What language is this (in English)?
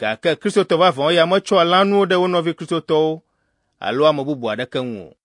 Ewe